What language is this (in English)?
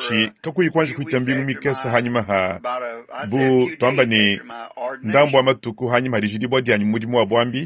Luba-Lulua